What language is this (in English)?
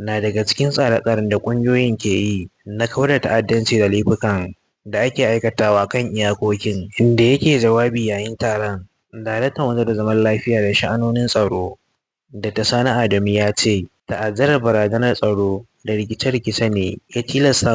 Hausa